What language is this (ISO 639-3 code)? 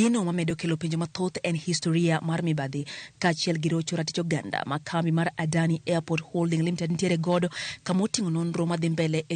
luo